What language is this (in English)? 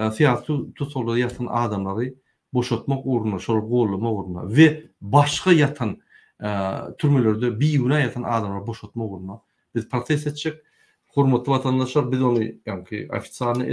Turkmen